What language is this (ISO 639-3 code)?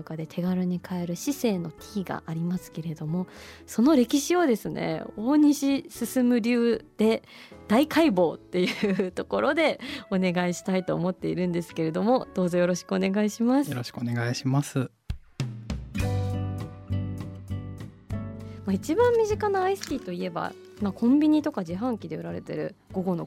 jpn